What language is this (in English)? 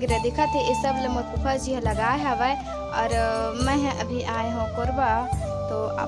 Chhattisgarhi